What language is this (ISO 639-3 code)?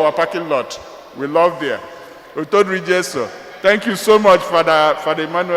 ibo